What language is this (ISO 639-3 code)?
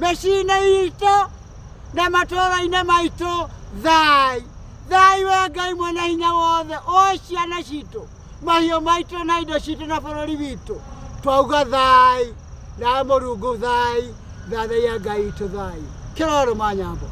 kik